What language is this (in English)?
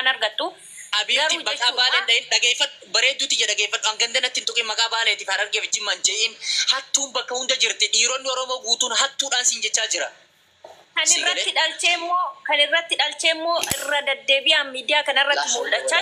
Oromo